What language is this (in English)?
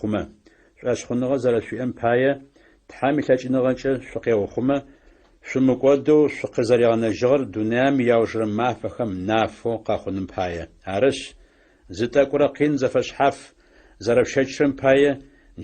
Adyghe